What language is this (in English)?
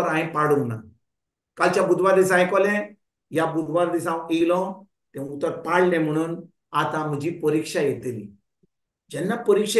Konkani